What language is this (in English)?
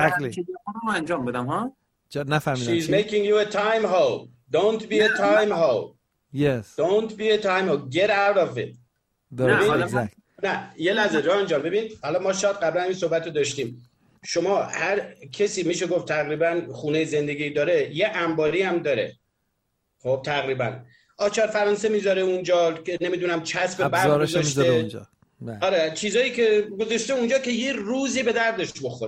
Persian